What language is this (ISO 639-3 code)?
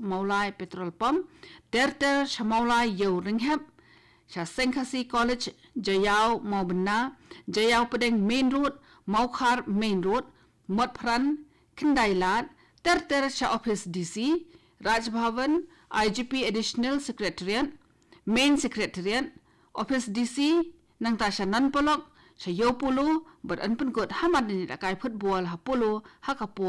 kha